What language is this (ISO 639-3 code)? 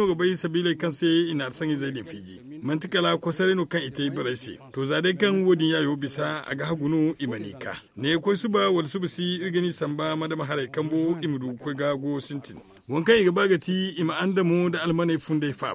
dje